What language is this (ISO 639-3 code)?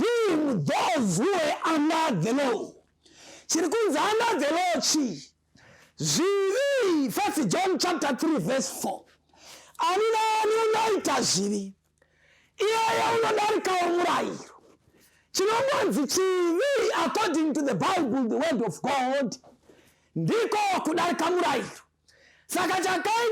sna